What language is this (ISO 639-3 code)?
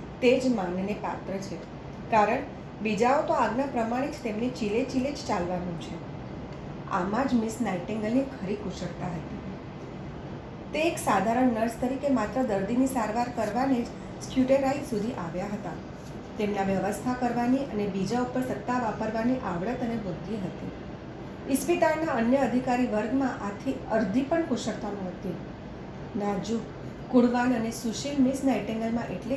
guj